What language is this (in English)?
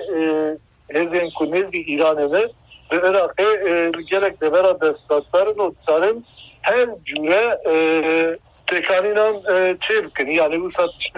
Kurdish